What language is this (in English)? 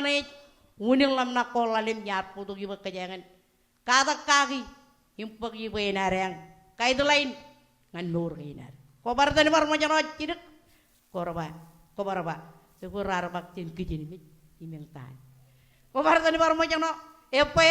Marshallese